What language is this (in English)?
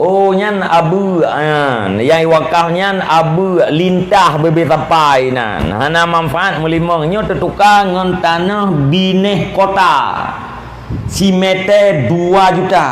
Achinese